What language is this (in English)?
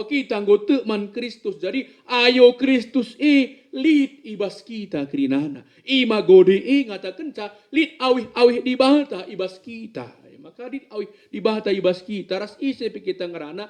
Batak Karo